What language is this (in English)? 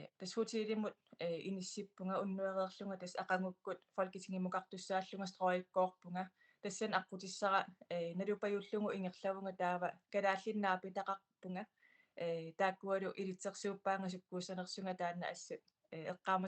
Kalaallisut